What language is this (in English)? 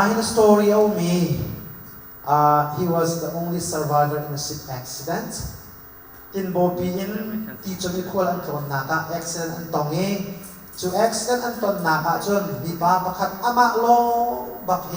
Hakha Chin